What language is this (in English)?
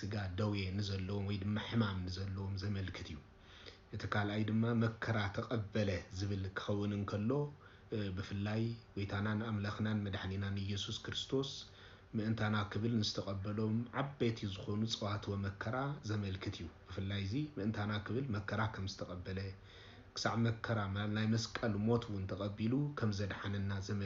Tigrinya